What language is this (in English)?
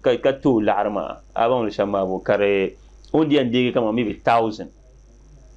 Dagbani